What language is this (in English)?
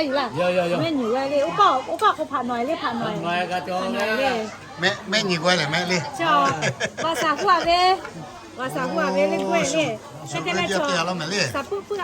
Lahu